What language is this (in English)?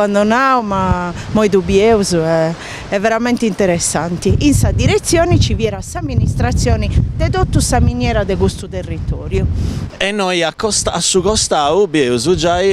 Sardinian